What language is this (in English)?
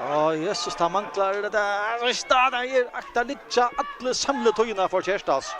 Faroese